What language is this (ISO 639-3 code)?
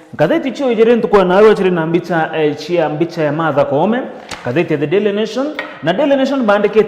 mer